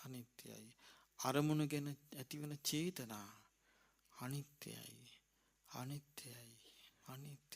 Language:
Sinhala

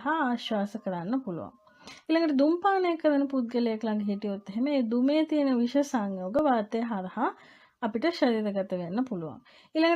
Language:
Sinhala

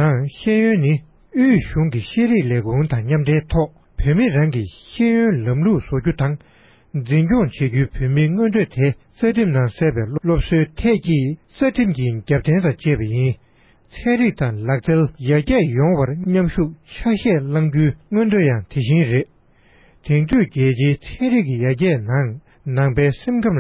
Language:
Tibetan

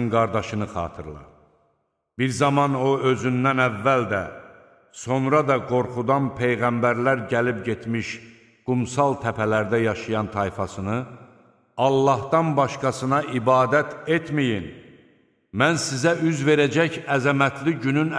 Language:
Azerbaijani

